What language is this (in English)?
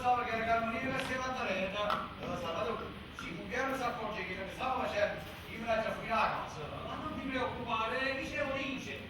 Neapolitan